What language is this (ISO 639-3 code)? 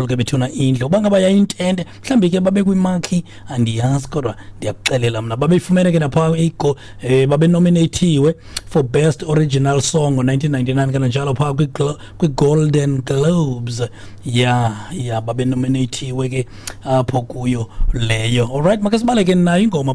xho